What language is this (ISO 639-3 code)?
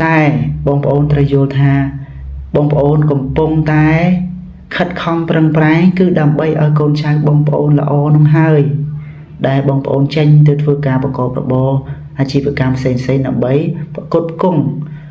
khm